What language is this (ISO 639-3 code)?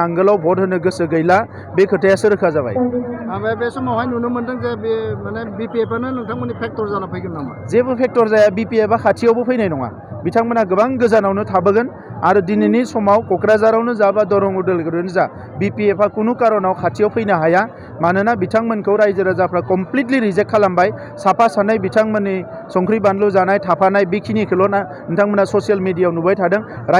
brx